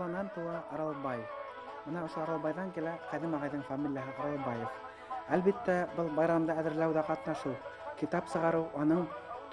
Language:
Bashkir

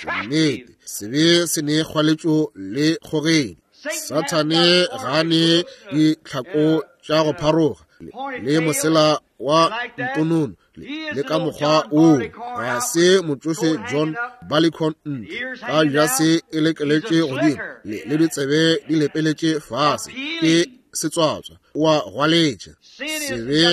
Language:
Northern Sotho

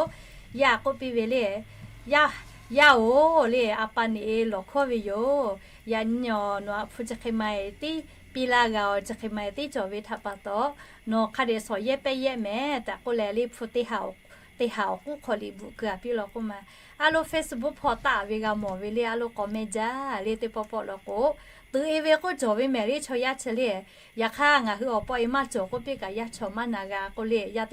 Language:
Lahu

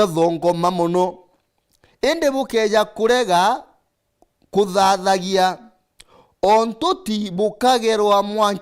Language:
Meru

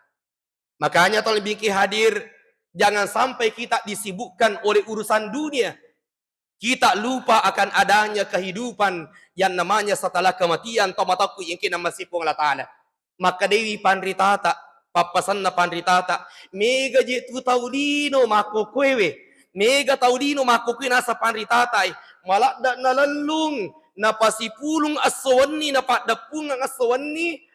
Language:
Buginese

